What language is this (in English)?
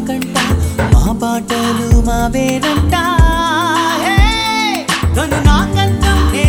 Telugu